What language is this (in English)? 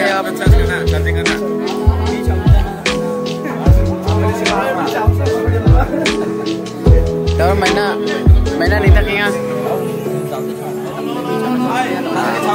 Malay